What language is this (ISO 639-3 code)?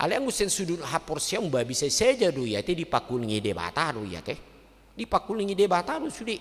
bbc